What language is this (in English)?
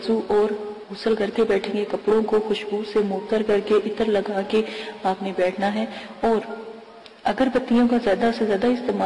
Urdu